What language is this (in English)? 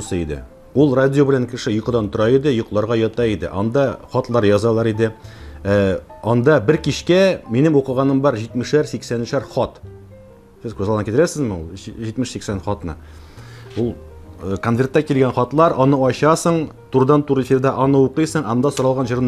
Tatar